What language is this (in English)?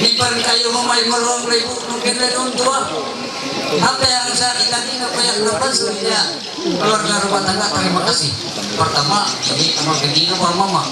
Ma'anyan